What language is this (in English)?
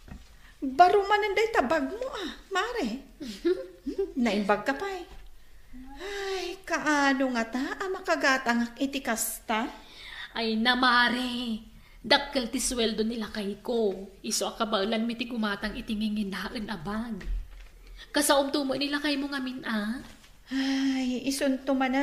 Iloko